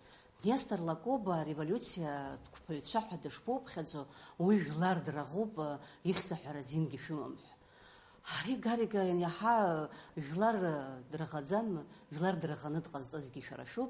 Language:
Abkhazian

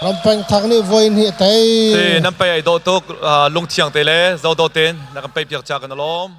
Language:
Hakha Chin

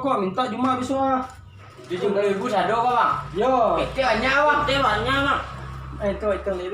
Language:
Minangkabau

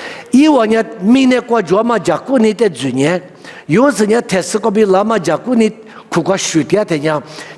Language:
Lisu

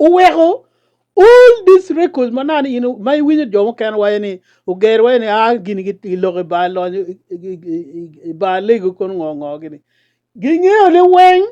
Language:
Acoli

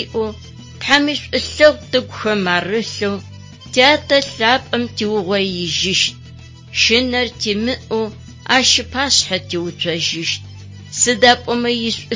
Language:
Adyghe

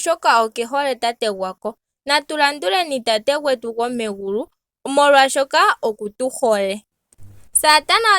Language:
Ndonga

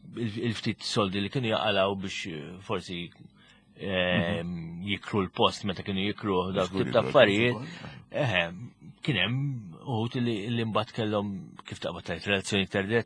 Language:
Maltese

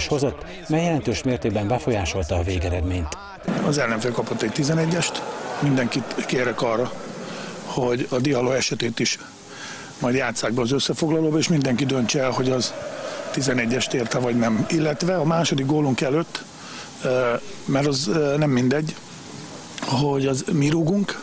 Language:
Hungarian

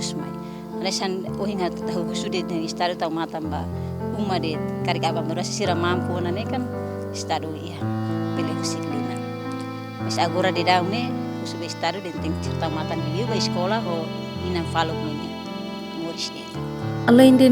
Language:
Tetum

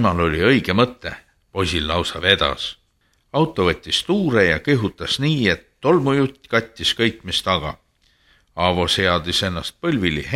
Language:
Estonian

